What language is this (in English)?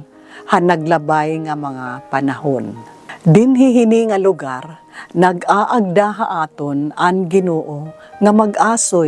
Waray